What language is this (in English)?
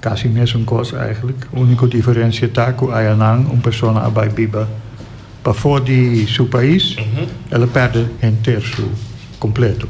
Papiamento